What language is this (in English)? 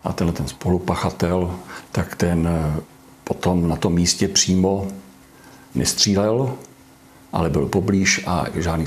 Czech